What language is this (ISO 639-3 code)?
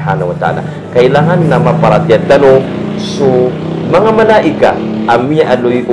mrw